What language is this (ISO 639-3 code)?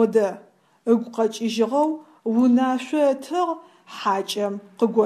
ady